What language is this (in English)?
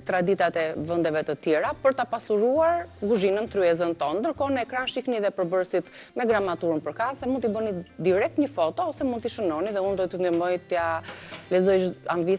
Albanian